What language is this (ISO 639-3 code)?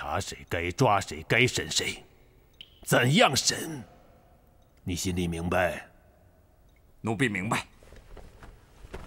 zho